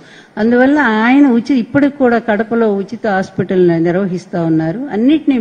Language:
Telugu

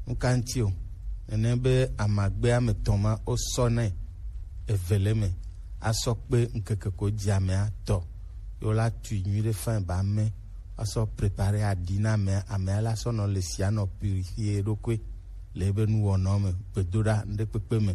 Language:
Gen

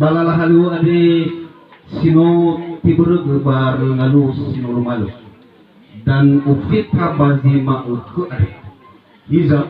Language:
Nias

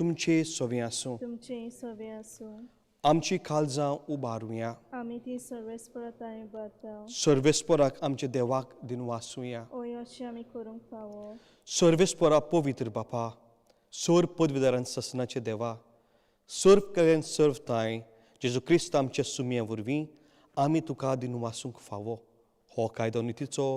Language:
Konkani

